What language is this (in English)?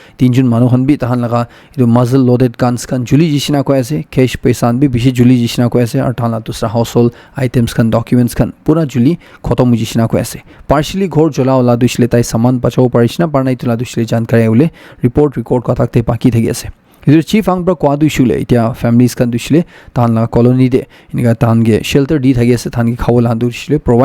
Naga Pidgin